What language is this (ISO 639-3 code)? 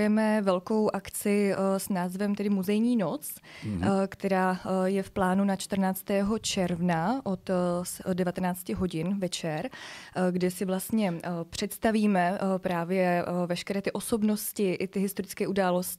ces